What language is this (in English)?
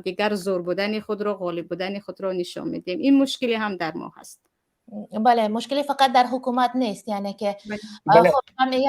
Tajik